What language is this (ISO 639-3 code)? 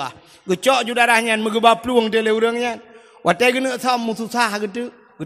ace